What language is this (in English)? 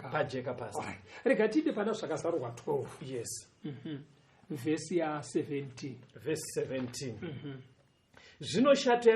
Shona